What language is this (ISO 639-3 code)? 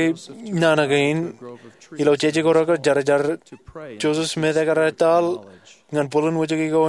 mah